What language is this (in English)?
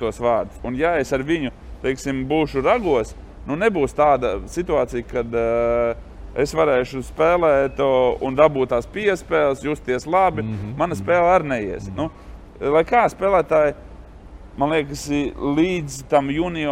Latvian